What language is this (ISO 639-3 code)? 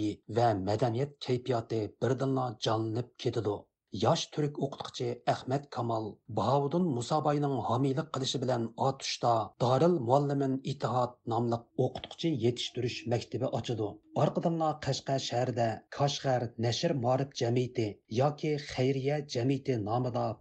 uig